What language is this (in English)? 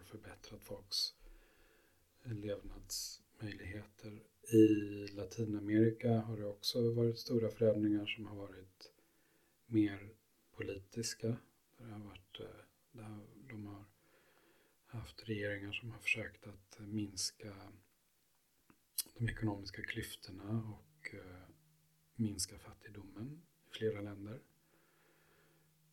Swedish